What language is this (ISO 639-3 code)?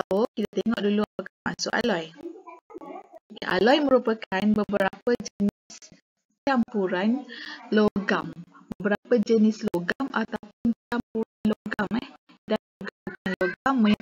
msa